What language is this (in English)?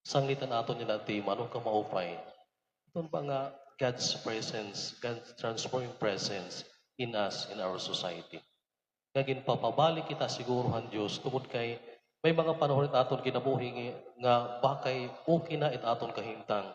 Waray